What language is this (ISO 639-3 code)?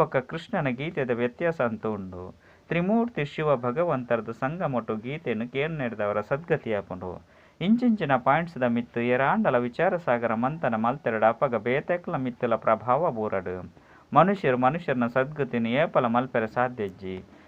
tcy